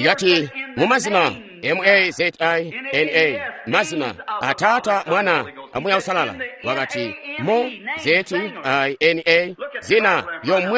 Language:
Tonga (Zambia)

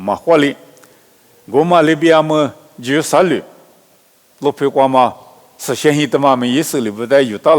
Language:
Lisu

